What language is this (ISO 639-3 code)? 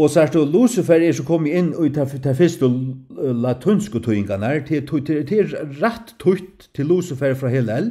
fao